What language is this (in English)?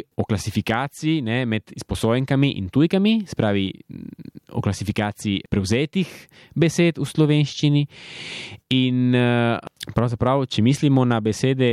Slovenian